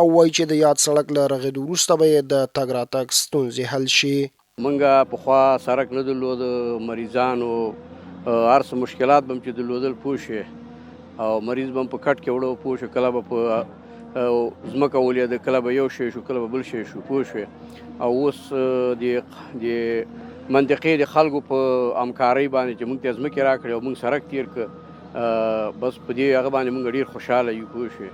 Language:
Pashto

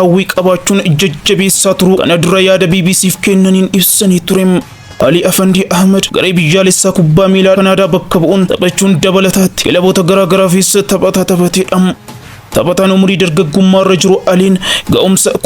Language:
Oromo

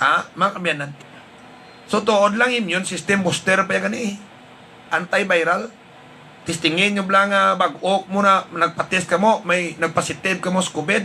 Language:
Hiligaynon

